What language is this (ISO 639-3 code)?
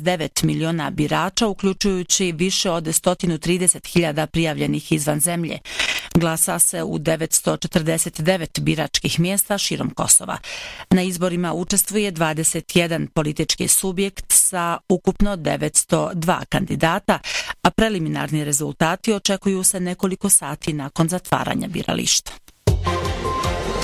bos